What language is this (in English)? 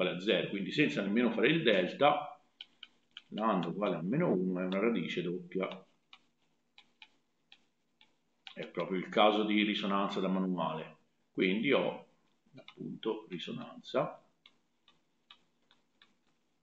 Italian